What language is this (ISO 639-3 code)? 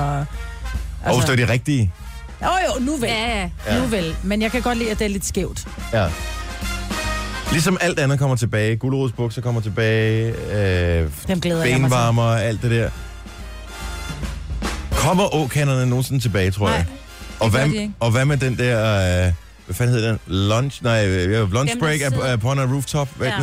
dan